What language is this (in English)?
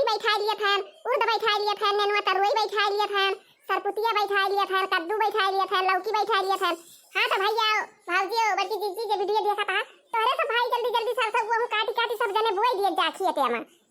Awadhi